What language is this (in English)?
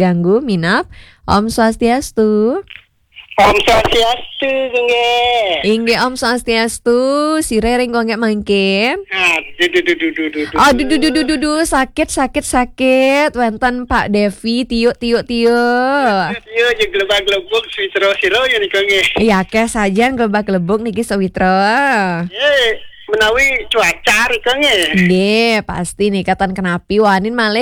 Balinese